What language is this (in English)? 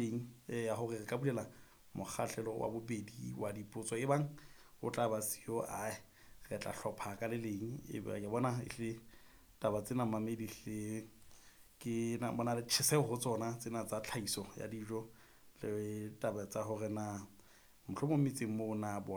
Southern Sotho